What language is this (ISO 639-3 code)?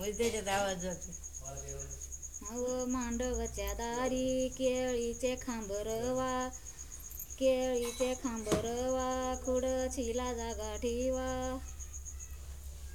mar